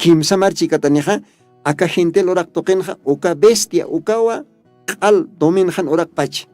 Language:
Aymara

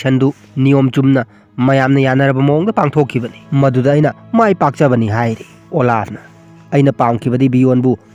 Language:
Manipuri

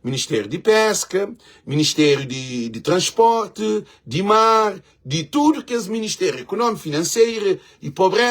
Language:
Kabuverdianu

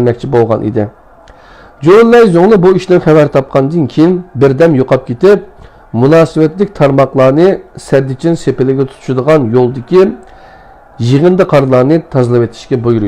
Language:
Uyghur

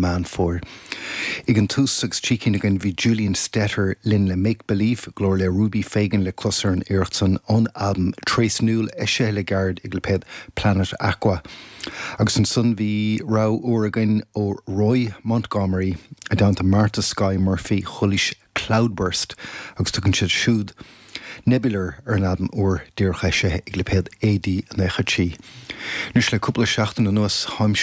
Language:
Irish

